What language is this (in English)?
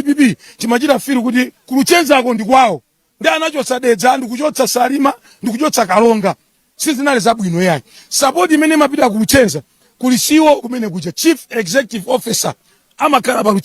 Nyanja